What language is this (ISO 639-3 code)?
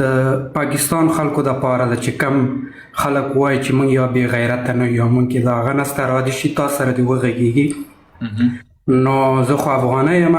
pus